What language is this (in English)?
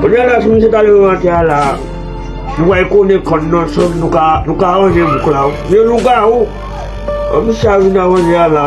Haitian Creole